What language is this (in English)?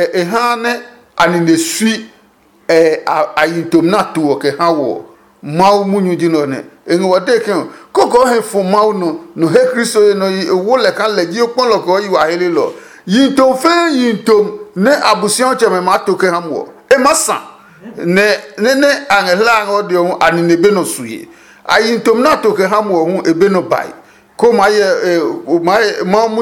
Adangme